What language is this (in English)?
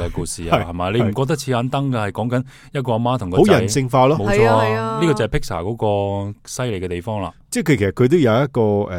Cantonese